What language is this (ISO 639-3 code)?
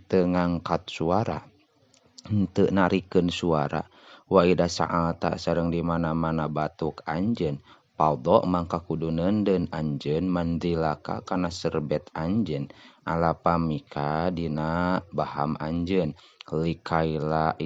sun